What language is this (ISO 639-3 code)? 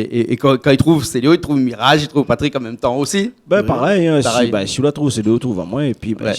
rcf